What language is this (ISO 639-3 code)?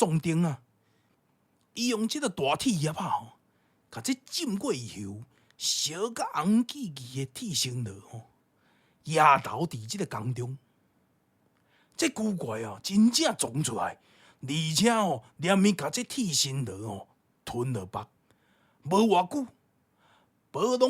nan